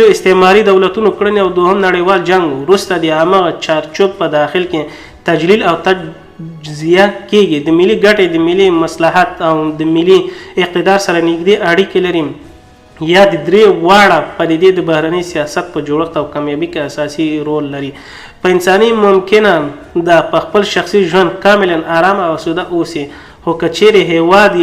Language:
Pashto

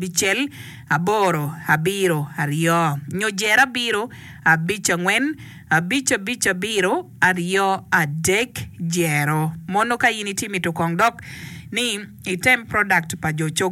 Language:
Acoli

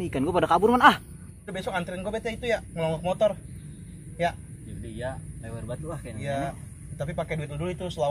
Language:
Betawi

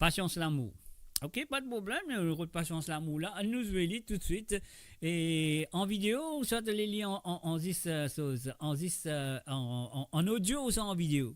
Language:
Morisyen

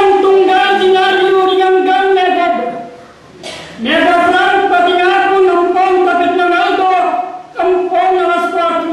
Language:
Pampanga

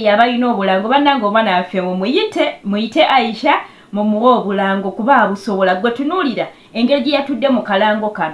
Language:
Ganda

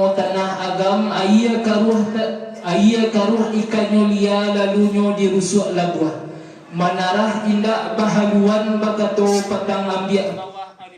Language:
Minangkabau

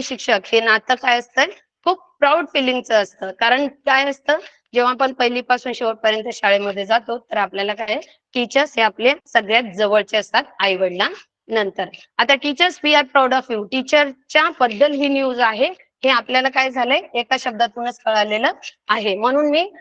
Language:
Marathi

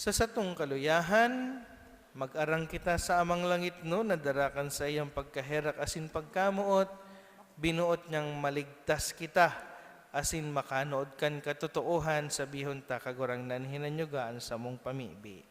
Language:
Bikol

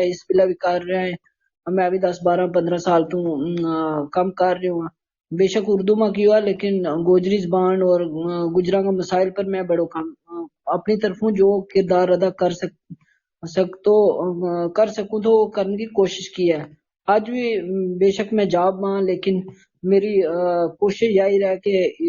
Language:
Gujari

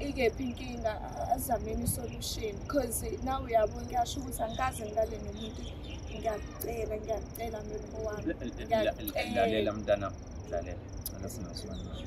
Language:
Zulu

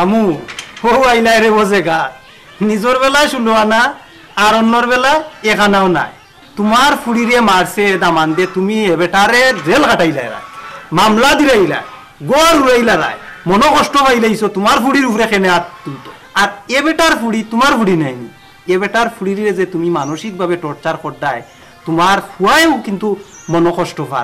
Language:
Sylheti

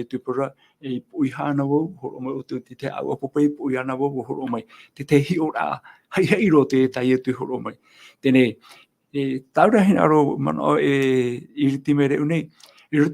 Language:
Tahitian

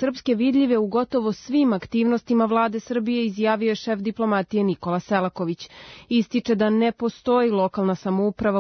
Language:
Serbian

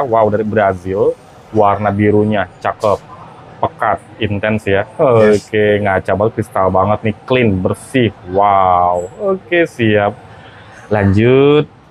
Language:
Indonesian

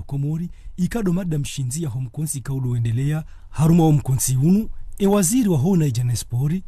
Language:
Ngazidja Comorian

